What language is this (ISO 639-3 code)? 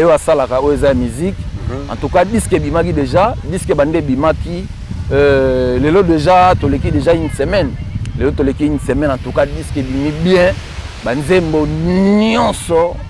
lin